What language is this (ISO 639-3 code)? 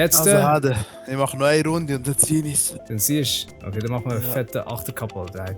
gsw